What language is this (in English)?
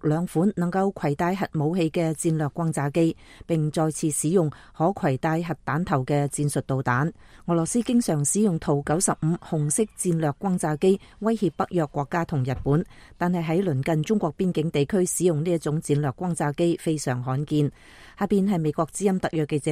Cantonese